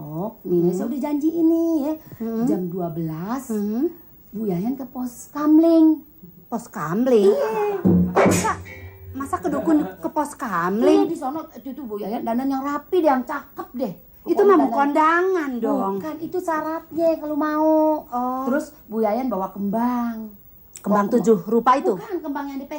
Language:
Betawi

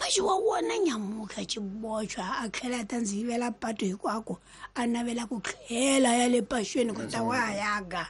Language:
Tsonga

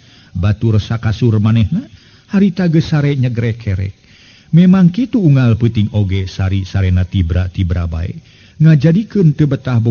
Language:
Sundanese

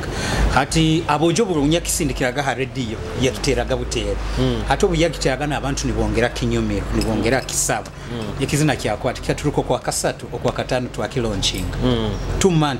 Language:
Nyoro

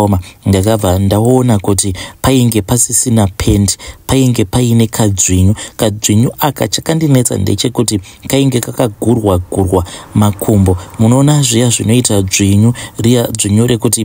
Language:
Shona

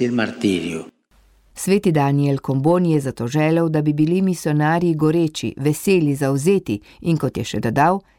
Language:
Slovenian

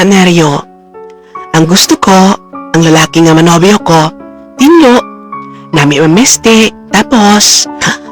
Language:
Hiligaynon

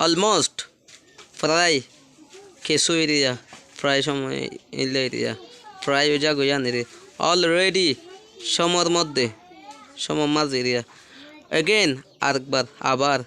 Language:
Rohingya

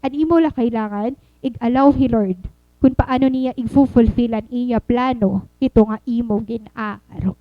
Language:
Waray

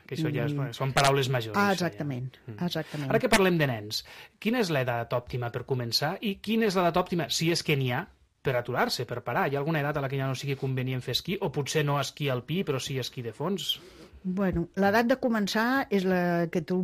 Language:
Catalan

